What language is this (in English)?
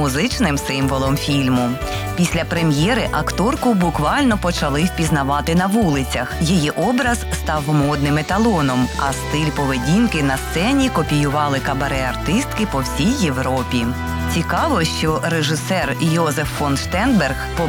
Ukrainian